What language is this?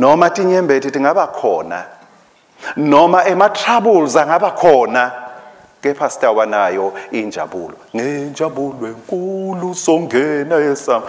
Swati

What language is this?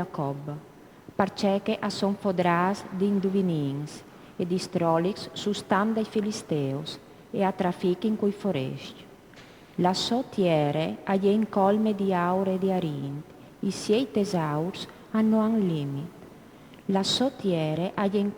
Friulian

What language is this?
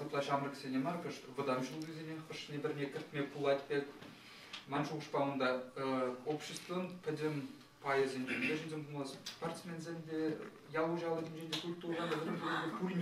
Chuvash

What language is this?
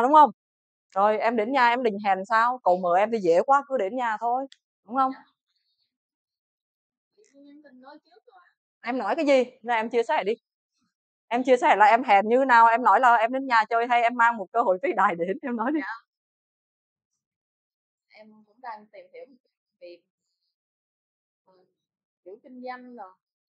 Vietnamese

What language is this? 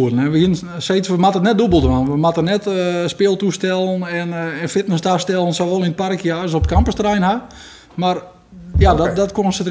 Western Frisian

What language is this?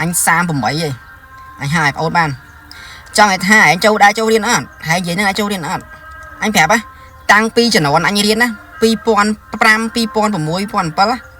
Khmer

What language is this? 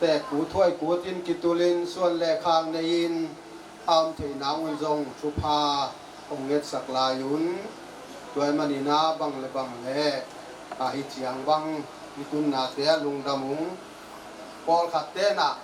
Tedim Chin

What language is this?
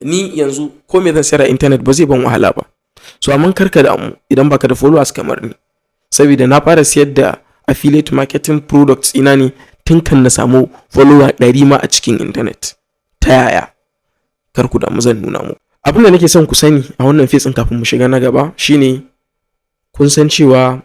Hausa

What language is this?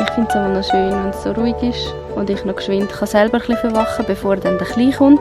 Swiss German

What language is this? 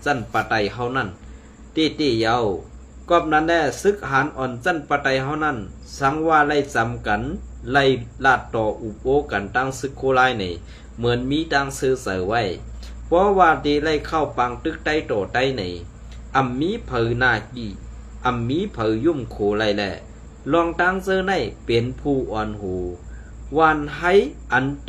Shan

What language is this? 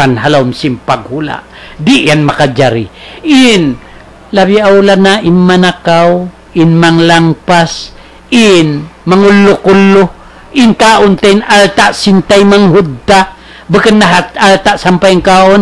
Tausug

